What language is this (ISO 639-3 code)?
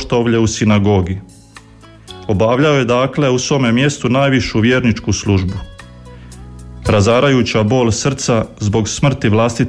hrv